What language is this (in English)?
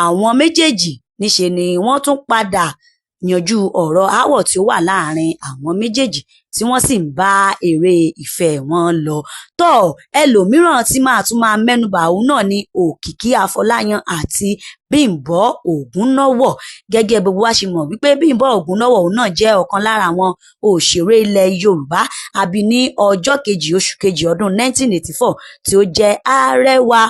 Yoruba